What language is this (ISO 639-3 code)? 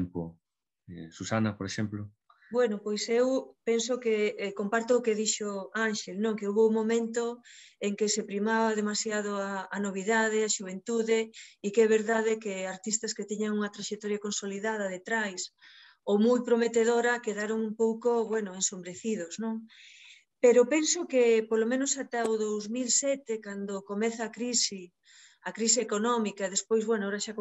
glg